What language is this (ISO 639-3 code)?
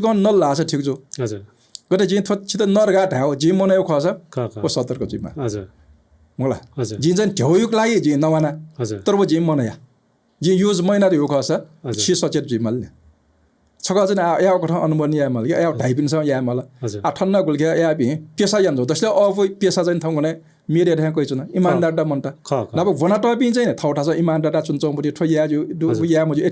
new